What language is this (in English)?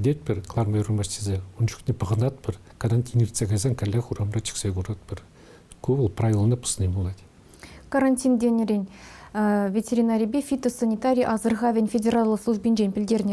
Chuvash